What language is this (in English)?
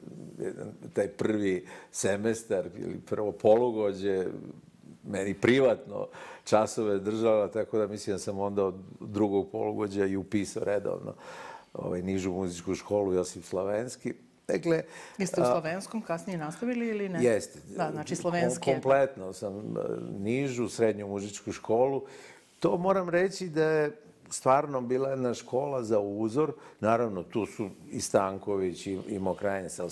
Serbian